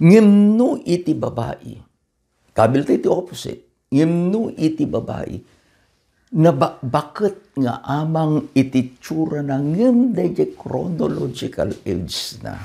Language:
Iloko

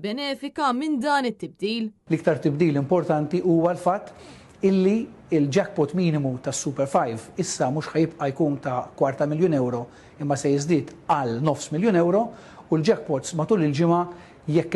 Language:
Maltese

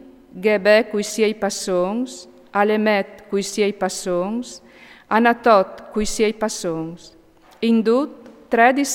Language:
Friulian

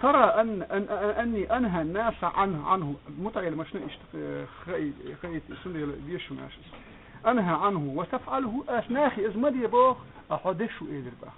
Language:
Chechen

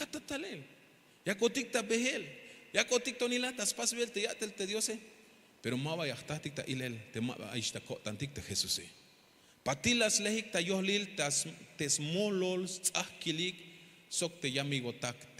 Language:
Tzeltal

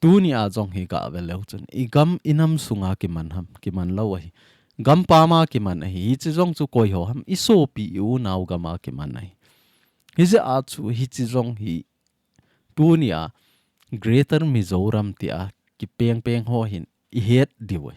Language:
Thado Chin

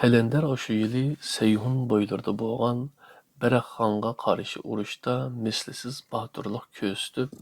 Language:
Uyghur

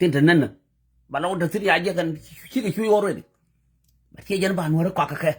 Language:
Nuer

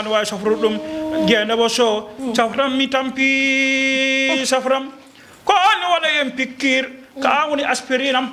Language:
Fula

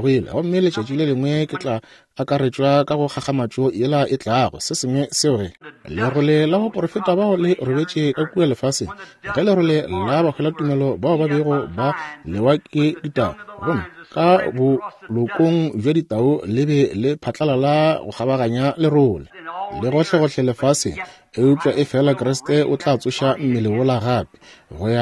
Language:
Northern Sotho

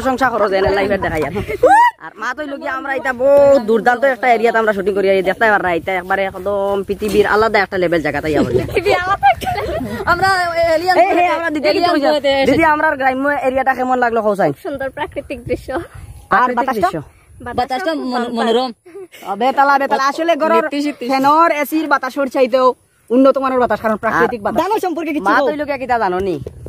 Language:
Sylheti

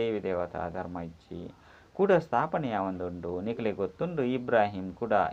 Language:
Tulu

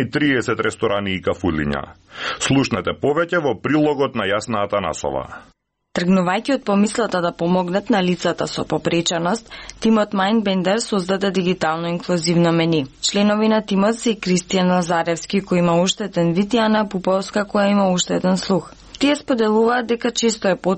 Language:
Macedonian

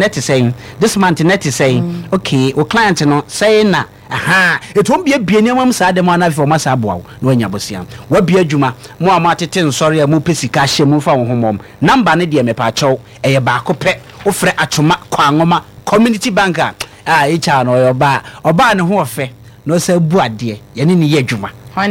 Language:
Akan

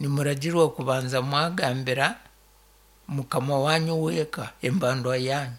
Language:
Nyankole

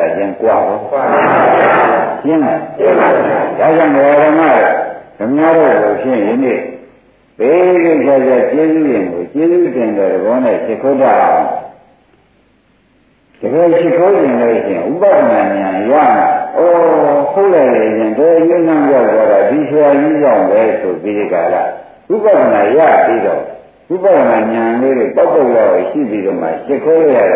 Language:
Burmese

